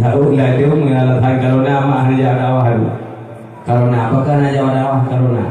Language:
Achinese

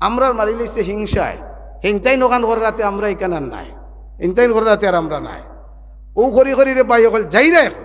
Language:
Sylheti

